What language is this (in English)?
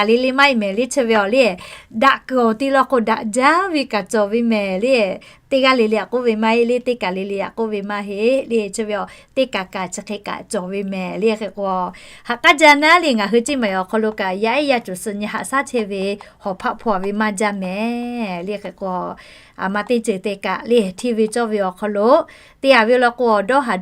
Lahu